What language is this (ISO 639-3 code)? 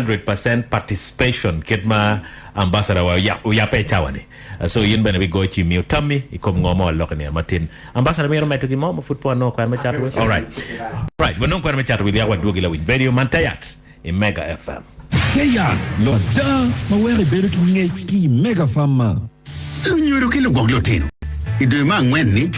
ach